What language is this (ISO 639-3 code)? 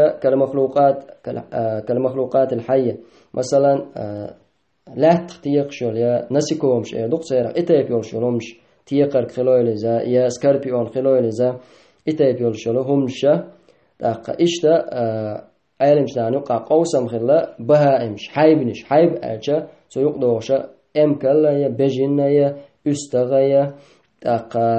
che